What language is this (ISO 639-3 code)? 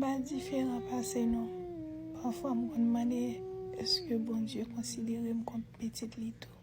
hat